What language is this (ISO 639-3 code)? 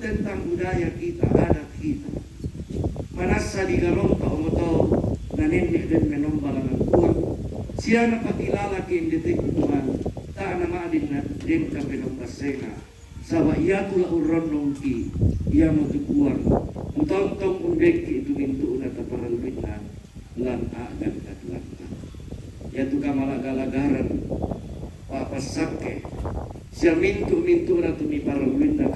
sda